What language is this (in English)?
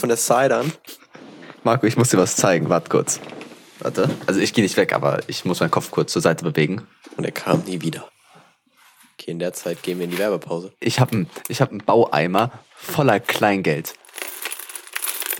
German